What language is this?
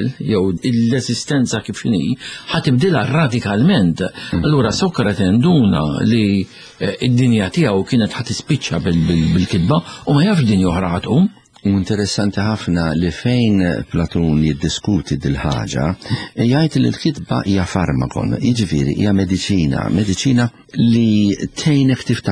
Maltese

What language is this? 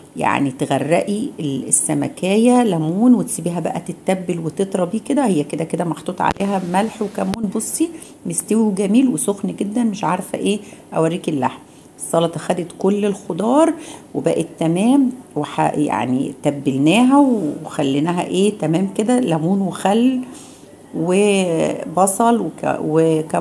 Egyptian Arabic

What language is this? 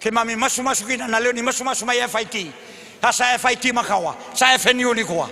Fijian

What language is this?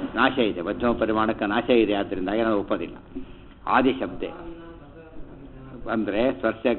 Kannada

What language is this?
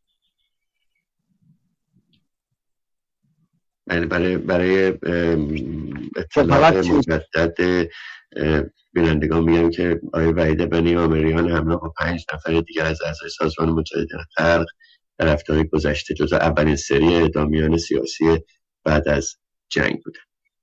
Persian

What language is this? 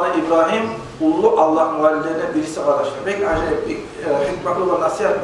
Kumyk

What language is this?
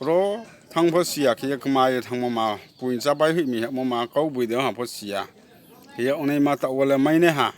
Riang (India)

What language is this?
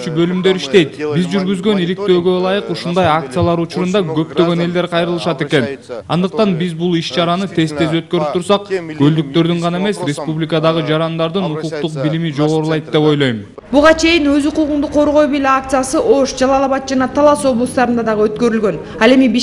Kyrgyz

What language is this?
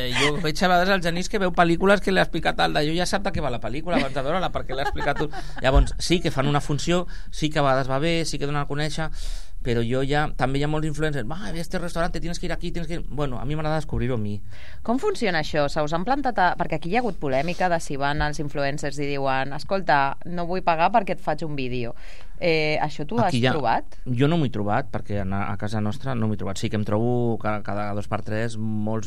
Catalan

